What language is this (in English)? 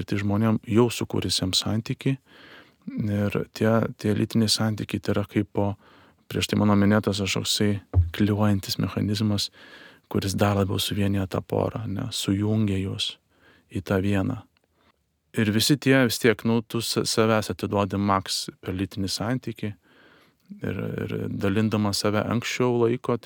Lithuanian